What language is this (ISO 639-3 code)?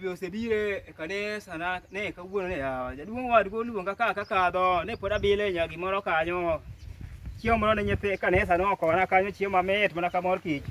luo